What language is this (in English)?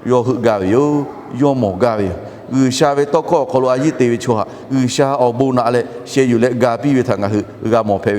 Lahu